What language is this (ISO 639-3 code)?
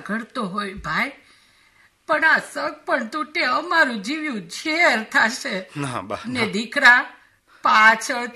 guj